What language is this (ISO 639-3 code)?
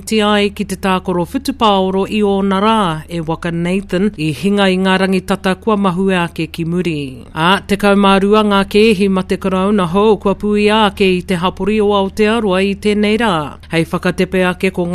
mri